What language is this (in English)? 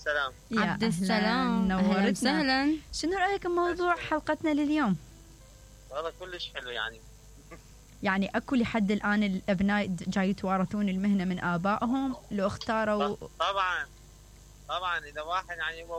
Mesopotamian Arabic